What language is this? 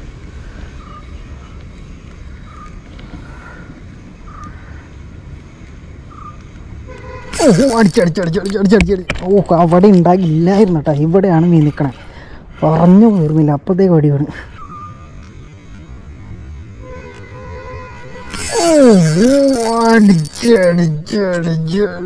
Malayalam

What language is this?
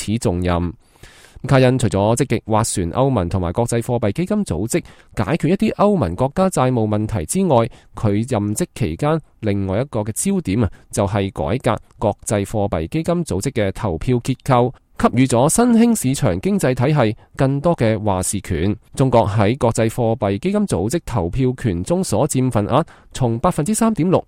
Cantonese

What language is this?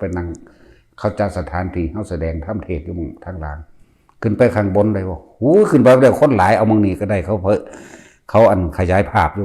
Northeastern Thai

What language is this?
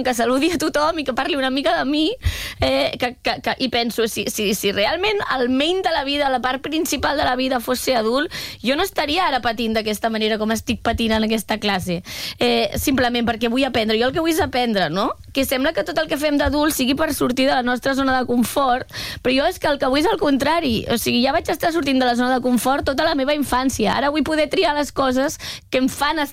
Catalan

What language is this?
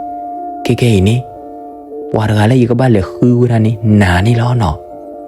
S'gaw Karen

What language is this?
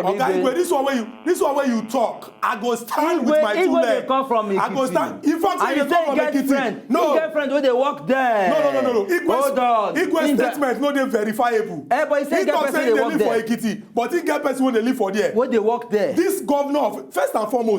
Nigerian Pidgin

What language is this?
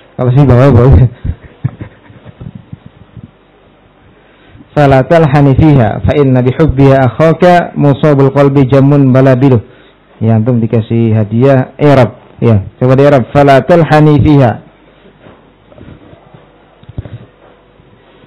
Indonesian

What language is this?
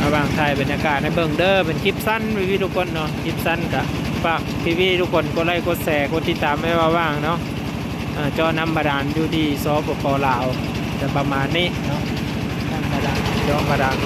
Lao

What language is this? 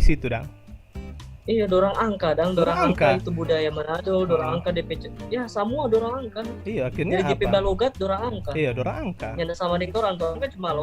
Manado Malay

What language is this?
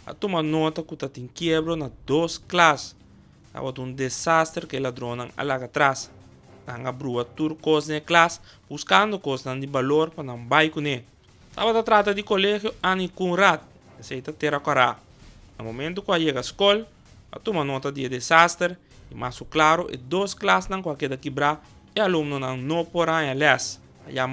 Papiamento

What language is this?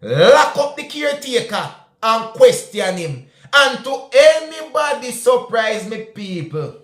Jamaican Creole English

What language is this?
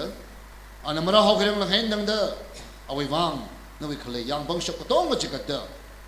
Tangkhul Naga (India)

